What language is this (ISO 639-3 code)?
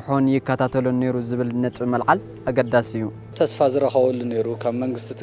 tir